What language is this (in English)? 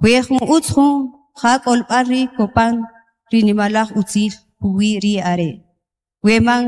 Kaqchikel